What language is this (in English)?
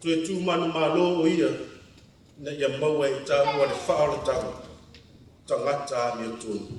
Samoan